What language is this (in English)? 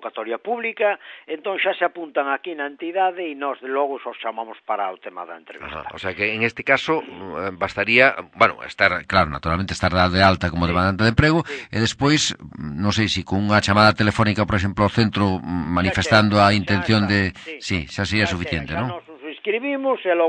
Galician